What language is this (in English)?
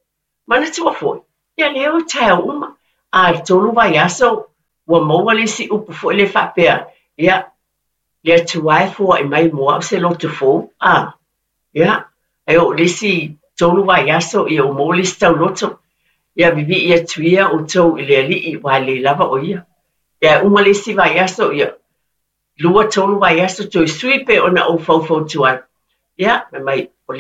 Samoan